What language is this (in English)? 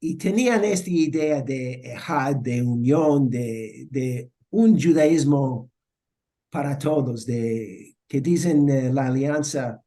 Ladino